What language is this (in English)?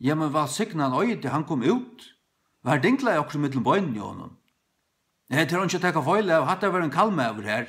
Faroese